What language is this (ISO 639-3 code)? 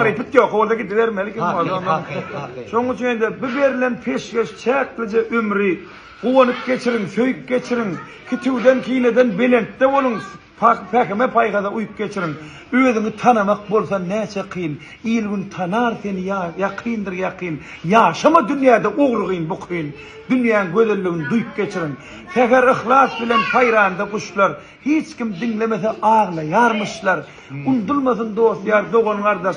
tuk